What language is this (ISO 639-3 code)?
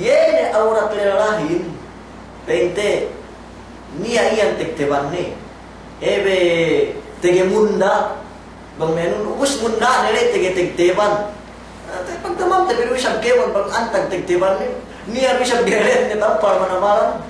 yka